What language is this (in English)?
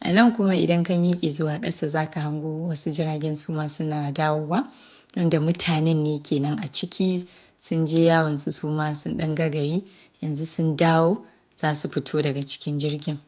Hausa